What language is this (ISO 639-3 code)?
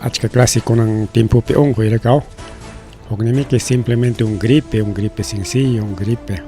quy